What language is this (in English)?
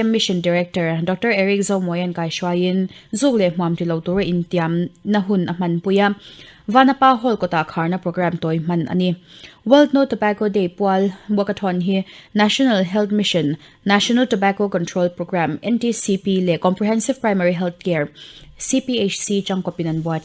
Mizo